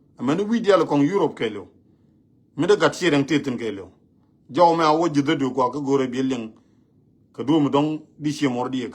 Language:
Nuer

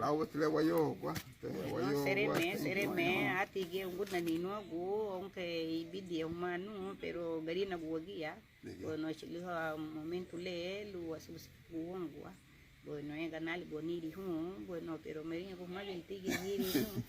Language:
Garifuna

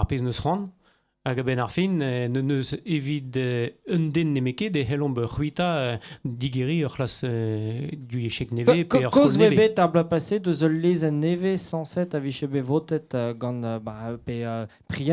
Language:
Breton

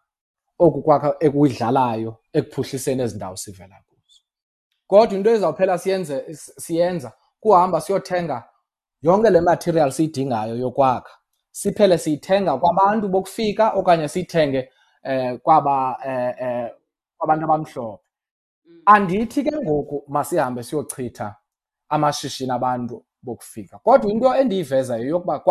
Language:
Xhosa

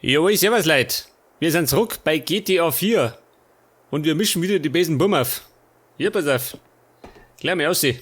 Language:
Bavarian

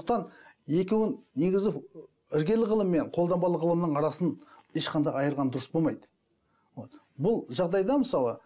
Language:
Kazakh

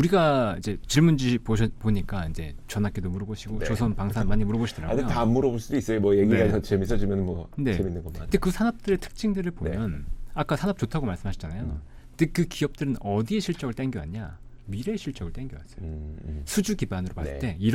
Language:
Korean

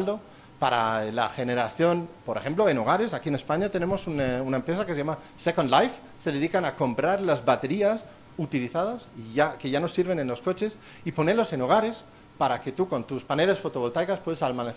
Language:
Spanish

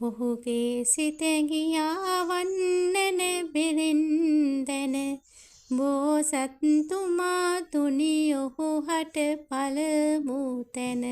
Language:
Sinhala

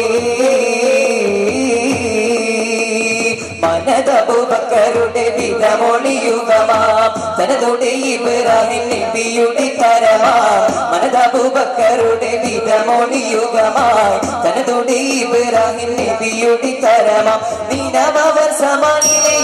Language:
Malayalam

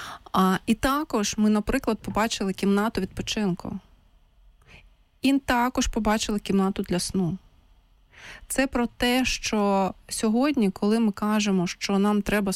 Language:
Ukrainian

